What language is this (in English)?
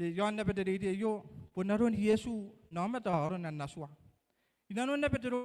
Gilbertese